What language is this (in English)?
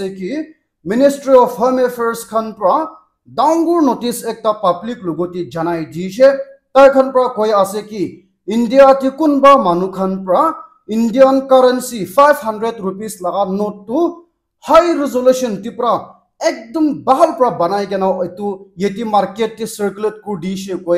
Naga Pidgin